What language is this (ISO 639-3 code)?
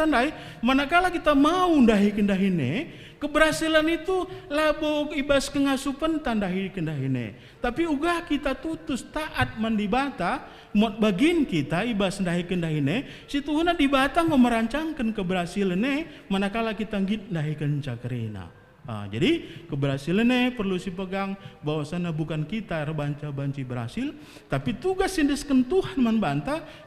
btx